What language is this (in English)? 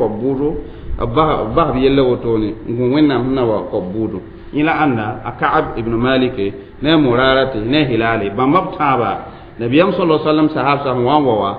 Mossi